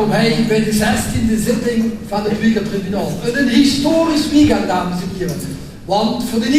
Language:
Limburgish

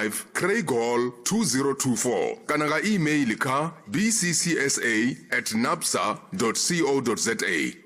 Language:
Venda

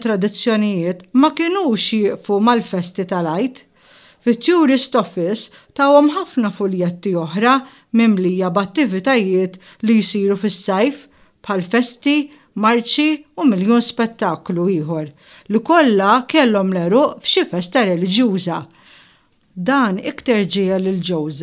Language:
Maltese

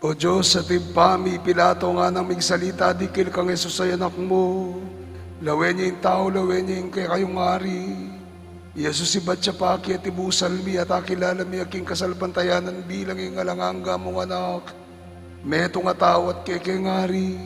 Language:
Pampanga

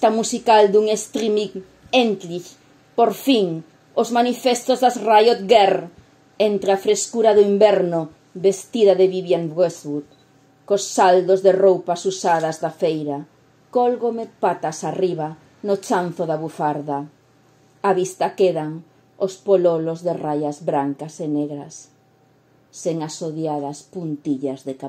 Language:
Galician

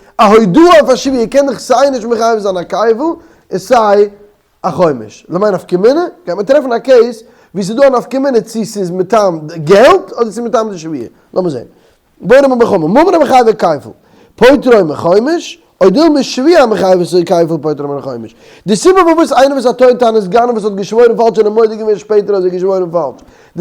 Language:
Yiddish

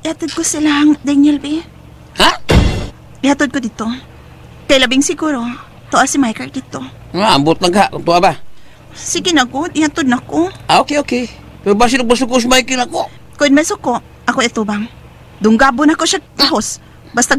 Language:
Cebuano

